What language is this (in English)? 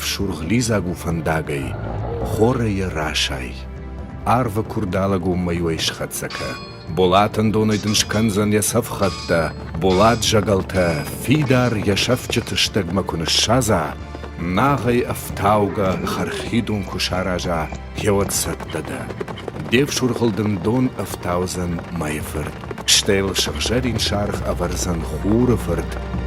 Ossetic